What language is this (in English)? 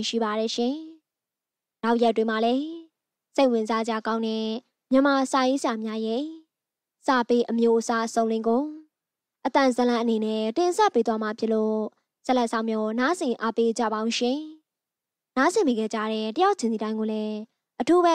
Burmese